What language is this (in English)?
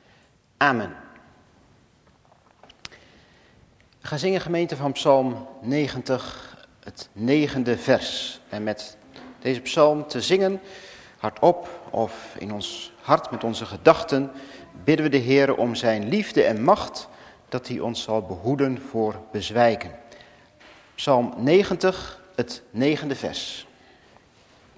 Dutch